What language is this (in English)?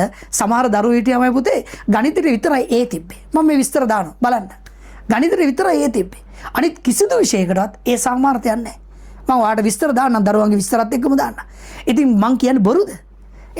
Sinhala